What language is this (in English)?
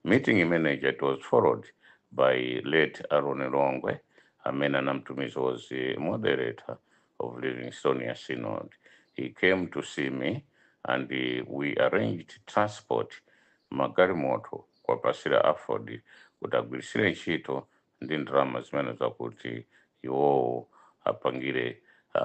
Nyanja